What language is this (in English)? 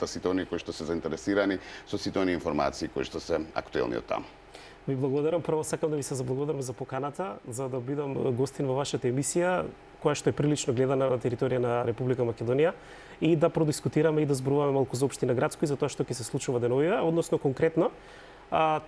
Macedonian